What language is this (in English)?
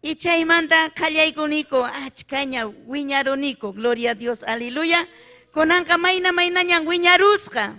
Ayacucho Quechua